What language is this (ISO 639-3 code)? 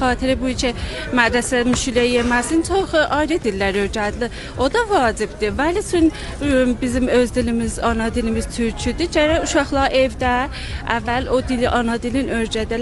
azb